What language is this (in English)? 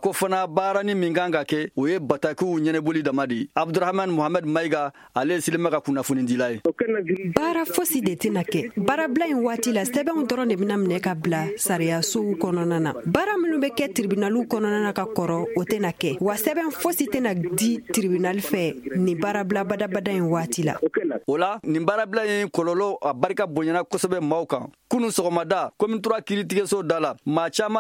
Bambara